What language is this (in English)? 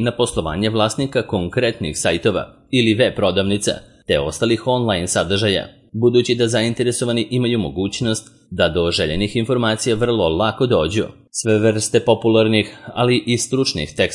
Serbian